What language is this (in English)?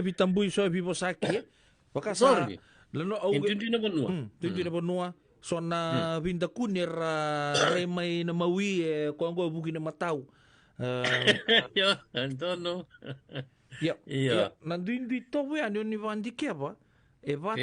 Fijian